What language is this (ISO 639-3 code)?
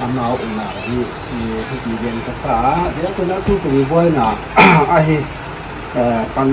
pck